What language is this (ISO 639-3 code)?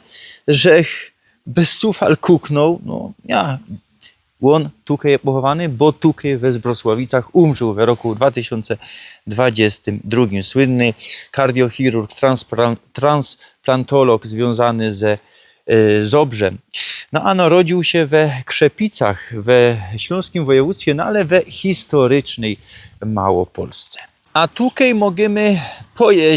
szl